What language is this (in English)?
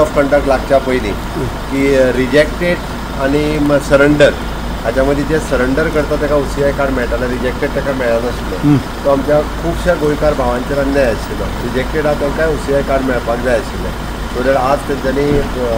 Konkani